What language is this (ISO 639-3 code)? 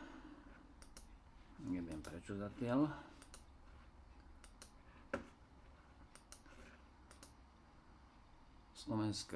slk